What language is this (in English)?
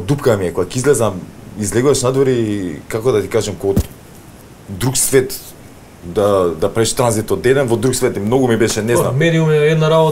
Macedonian